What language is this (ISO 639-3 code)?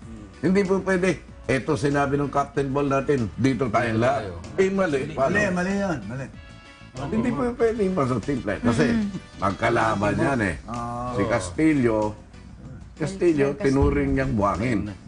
fil